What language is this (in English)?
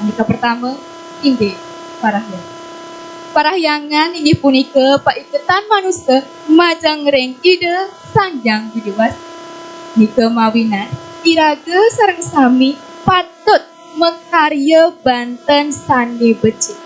Balinese